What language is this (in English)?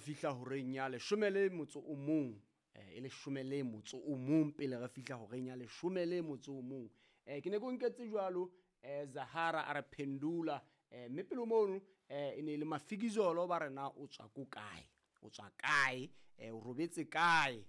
Southern Sotho